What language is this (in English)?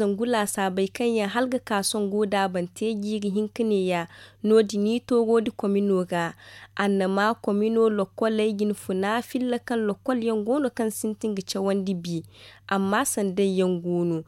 Zarma